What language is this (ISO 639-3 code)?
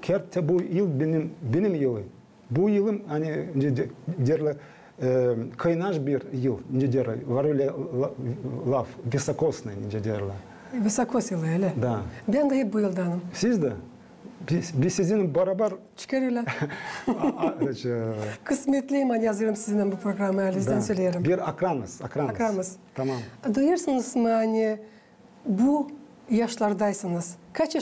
gag